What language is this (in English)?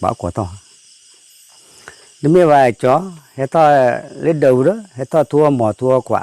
S'gaw Karen